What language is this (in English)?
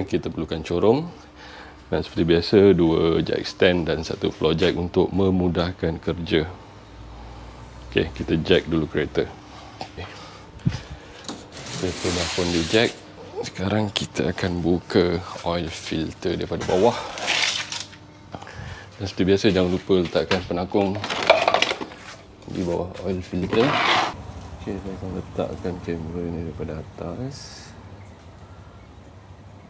Malay